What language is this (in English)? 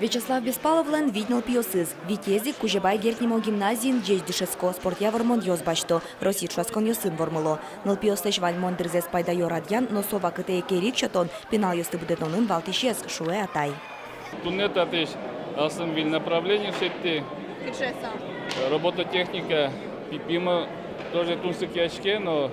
Udmurt